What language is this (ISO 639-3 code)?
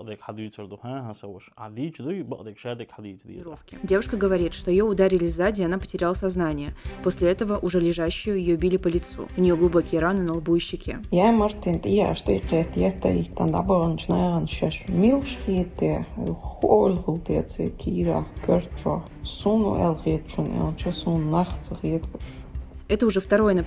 che